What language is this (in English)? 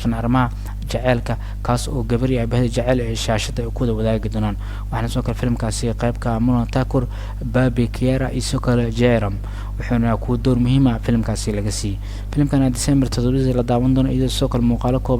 Somali